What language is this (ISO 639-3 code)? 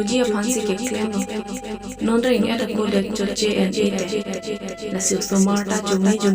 mjw